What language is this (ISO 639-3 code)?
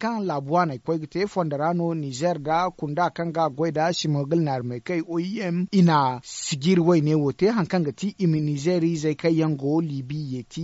dje